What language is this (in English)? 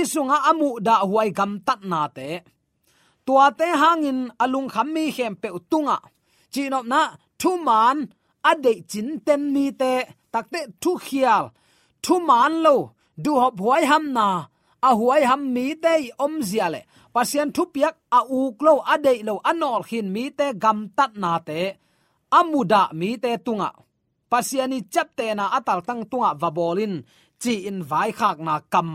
Tedim Chin